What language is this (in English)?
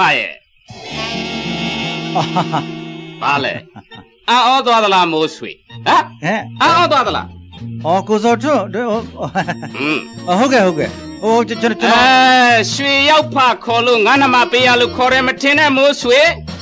Burmese